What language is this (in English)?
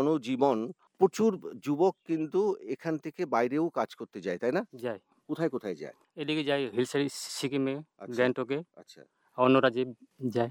Bangla